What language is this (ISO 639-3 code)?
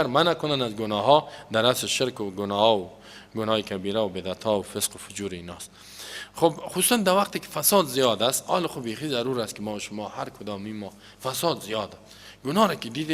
fas